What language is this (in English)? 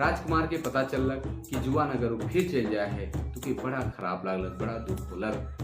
Sadri